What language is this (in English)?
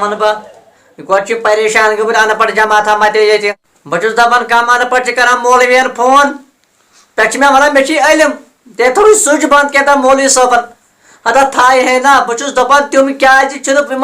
Kashmiri